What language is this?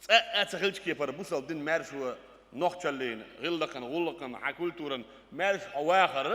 Chechen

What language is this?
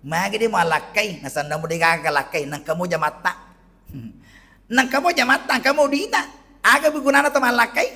Buginese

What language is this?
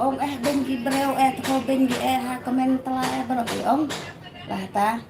Khasi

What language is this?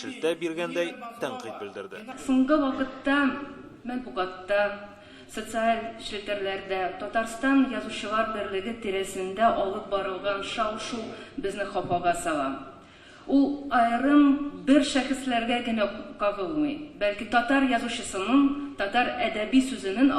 Tatar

